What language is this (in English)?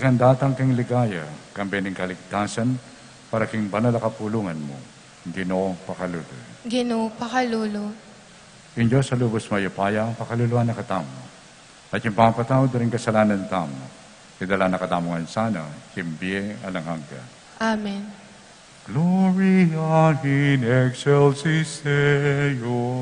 Pampanga